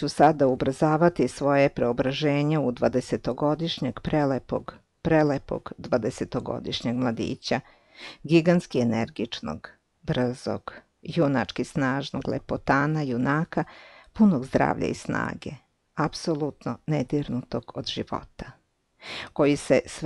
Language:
Serbian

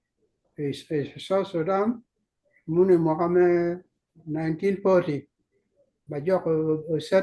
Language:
Acoli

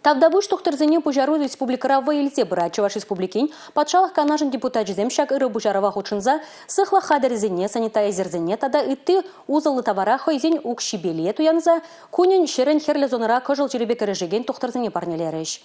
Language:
Chuvash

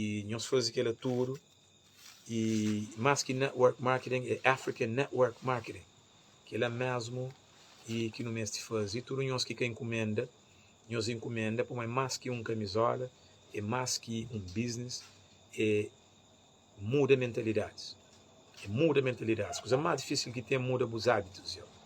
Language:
Kabuverdianu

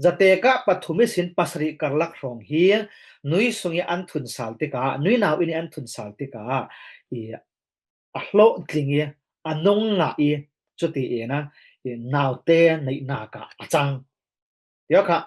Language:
Falam Chin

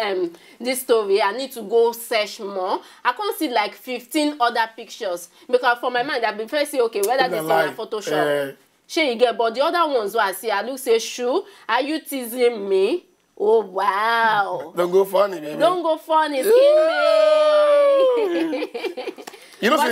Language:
Nigerian Pidgin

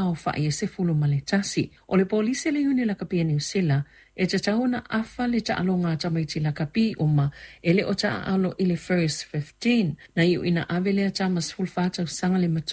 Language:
Samoan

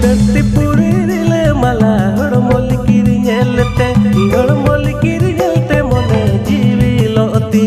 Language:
Santali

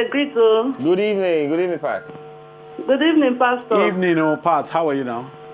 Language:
Nigerian Pidgin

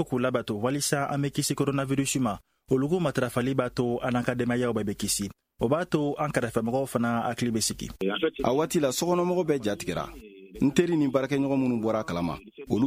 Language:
Bambara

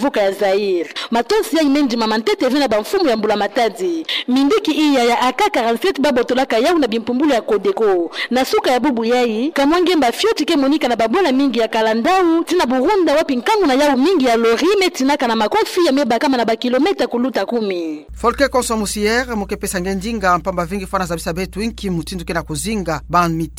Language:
Kituba (Democratic Republic of Congo)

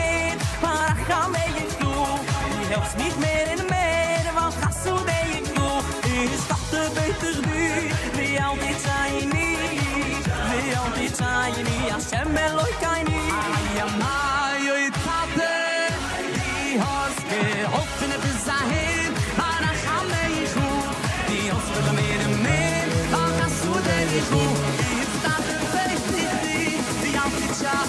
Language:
Yiddish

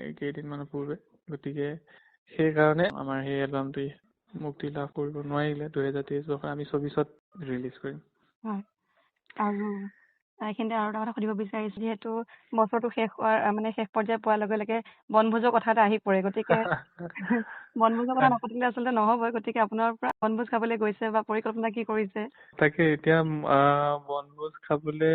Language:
Assamese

